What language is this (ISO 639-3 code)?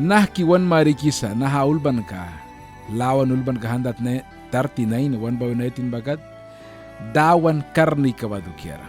miq